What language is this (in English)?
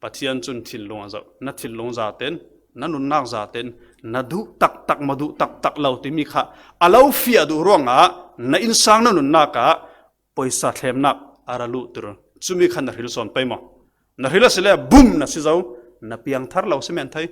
Falam Chin